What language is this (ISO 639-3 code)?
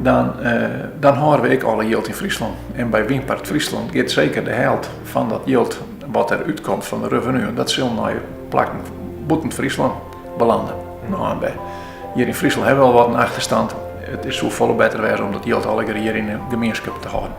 fry